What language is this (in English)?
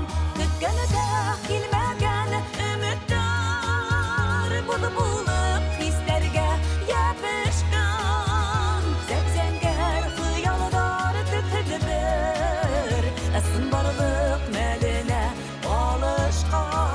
Bashkir